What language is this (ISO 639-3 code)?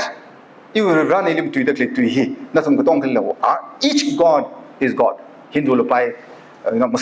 nmf